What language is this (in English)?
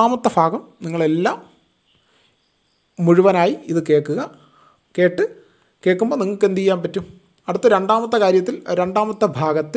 Malayalam